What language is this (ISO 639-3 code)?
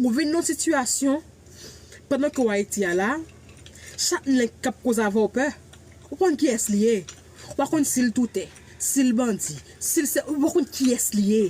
hat